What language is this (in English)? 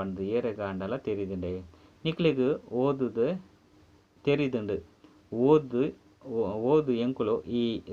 Tulu